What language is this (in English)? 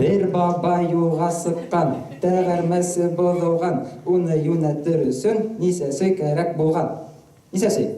Bashkir